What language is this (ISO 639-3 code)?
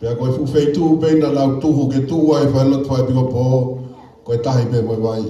ton